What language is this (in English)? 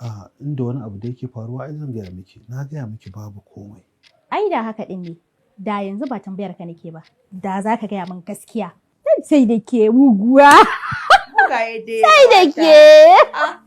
Hausa